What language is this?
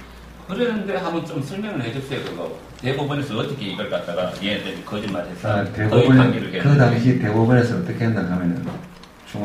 Korean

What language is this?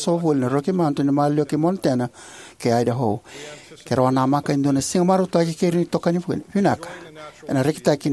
Fijian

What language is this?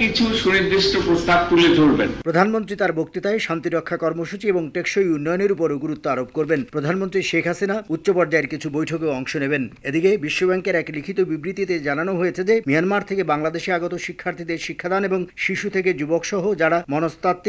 Bangla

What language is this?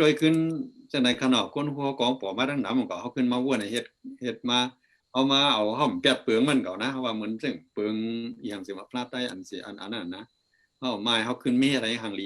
Shan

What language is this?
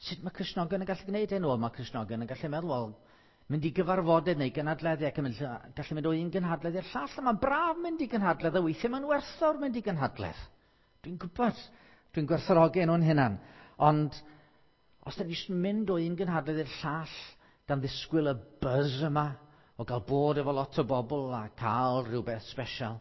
Welsh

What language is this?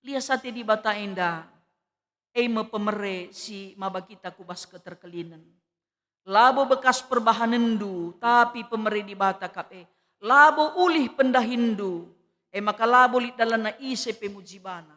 Batak Karo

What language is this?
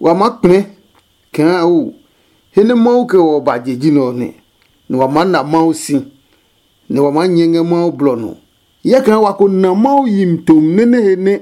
Adangme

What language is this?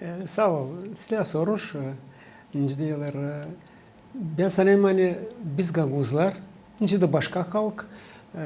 Gagauz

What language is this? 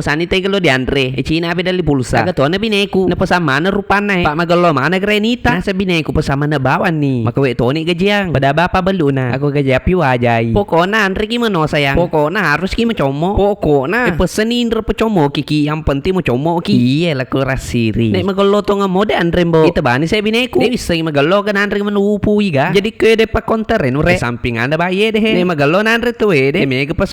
Buginese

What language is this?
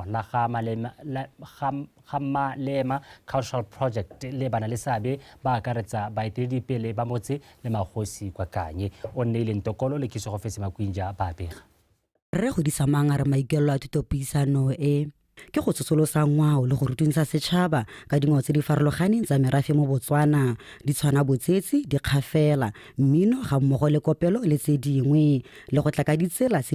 Tswana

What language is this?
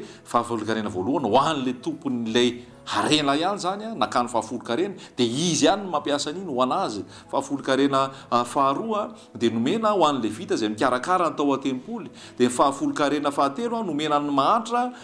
Malagasy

